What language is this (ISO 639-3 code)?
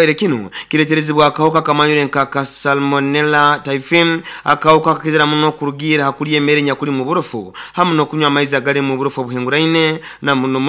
nyo